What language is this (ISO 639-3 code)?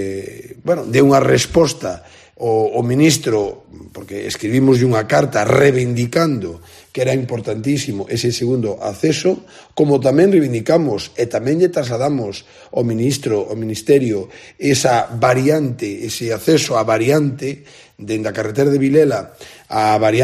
glg